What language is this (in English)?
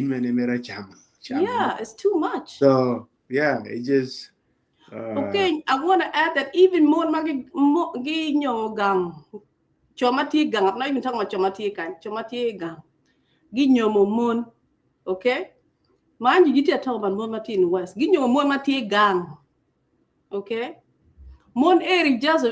Acoli